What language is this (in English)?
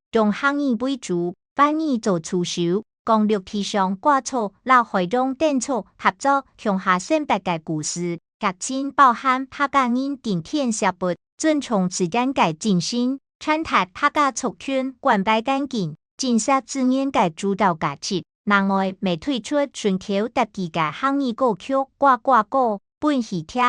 Hakka Chinese